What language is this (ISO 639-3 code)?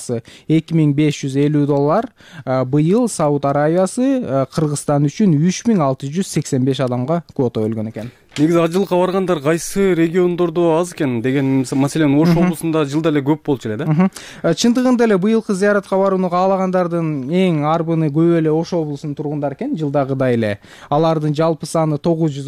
kir